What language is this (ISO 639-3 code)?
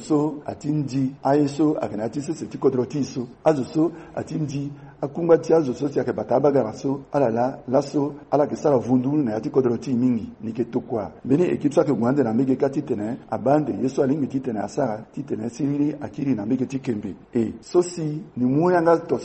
sag